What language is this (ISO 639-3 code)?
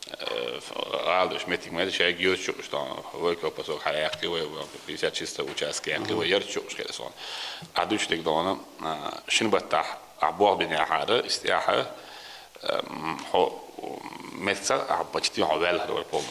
che